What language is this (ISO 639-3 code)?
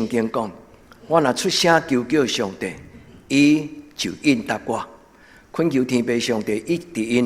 nan